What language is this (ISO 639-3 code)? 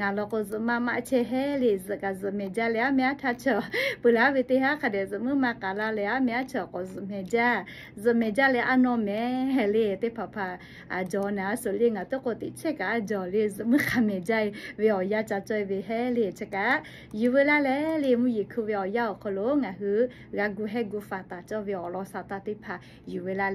lhu